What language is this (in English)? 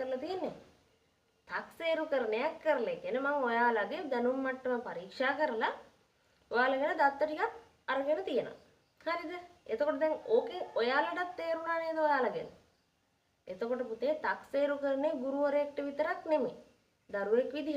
Sinhala